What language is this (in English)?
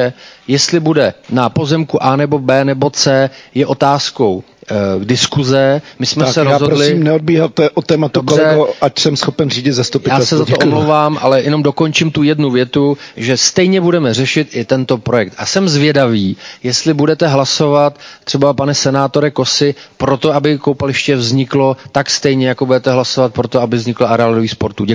Czech